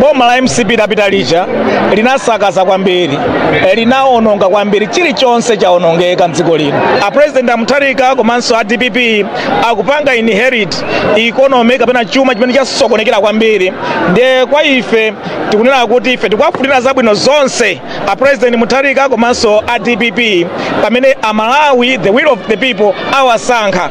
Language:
Nyanja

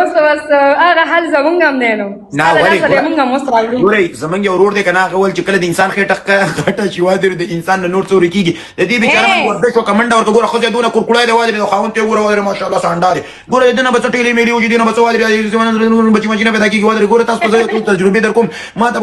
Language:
Pashto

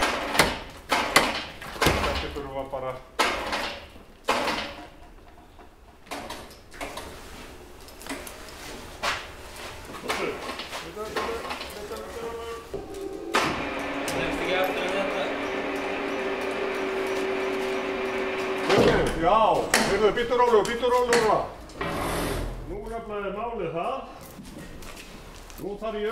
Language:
Icelandic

